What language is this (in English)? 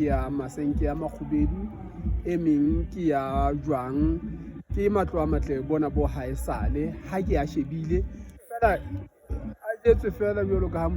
Southern Sotho